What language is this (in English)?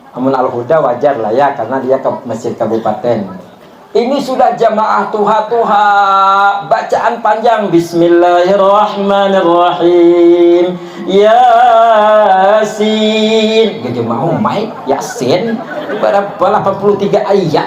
Banjar